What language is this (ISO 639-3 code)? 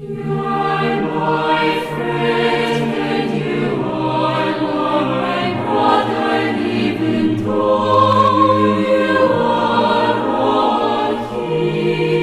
aym